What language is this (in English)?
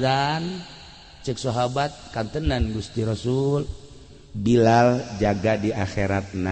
Sundanese